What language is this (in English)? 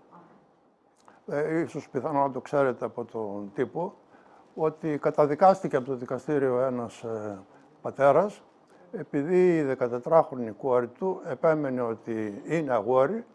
Greek